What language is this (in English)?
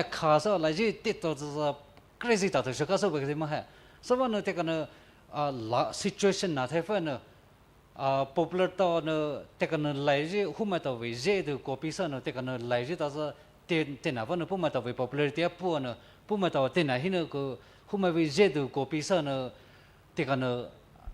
Poumei Naga